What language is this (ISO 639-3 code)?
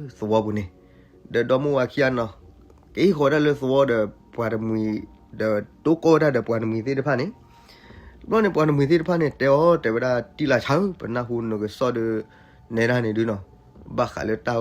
ksw